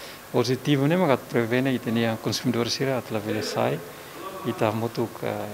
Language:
Tetum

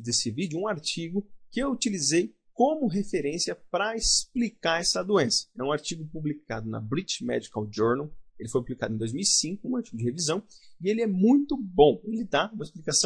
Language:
Portuguese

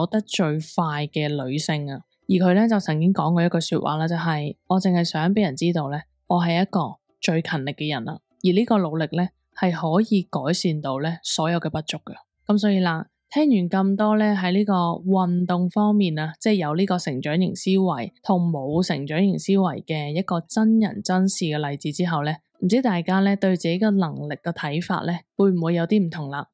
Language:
Cantonese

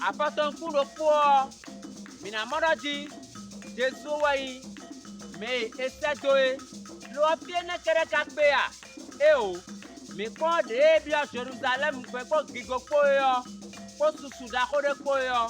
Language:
Fon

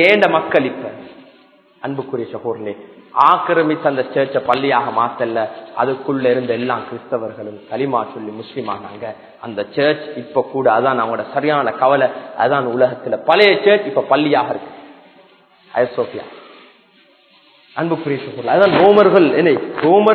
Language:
Tamil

